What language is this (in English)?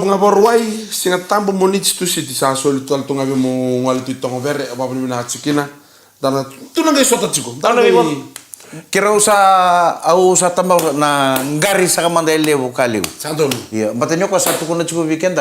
Fijian